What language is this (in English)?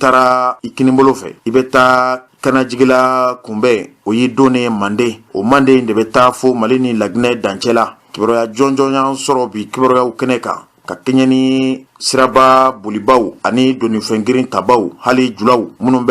Bambara